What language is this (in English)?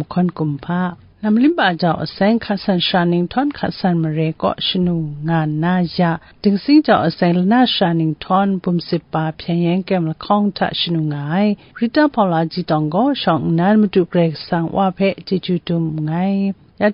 Kachin